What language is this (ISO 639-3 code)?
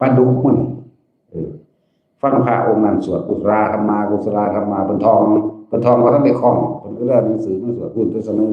tts